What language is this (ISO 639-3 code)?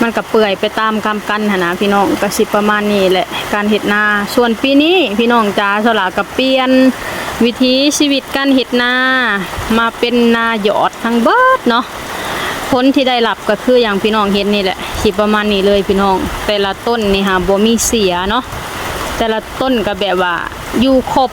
lao